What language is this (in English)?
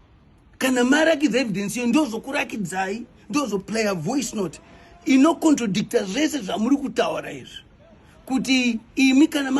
Shona